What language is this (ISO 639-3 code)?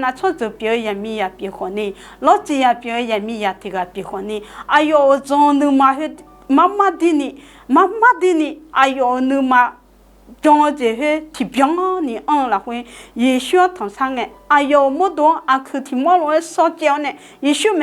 ahk